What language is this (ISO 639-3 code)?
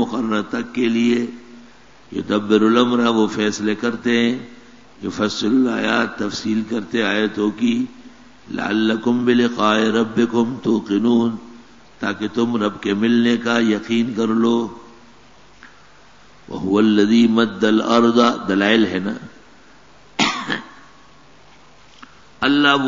urd